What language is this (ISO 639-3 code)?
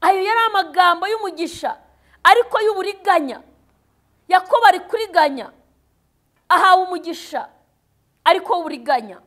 kin